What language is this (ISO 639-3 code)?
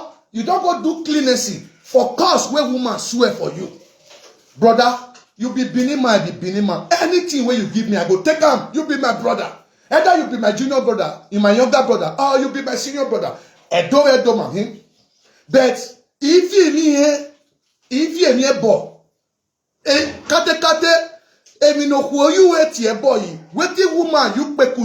pcm